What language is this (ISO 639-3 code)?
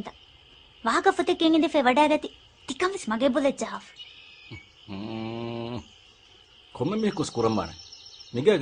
div